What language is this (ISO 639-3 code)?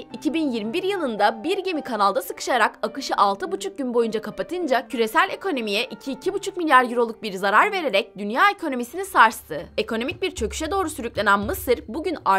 tur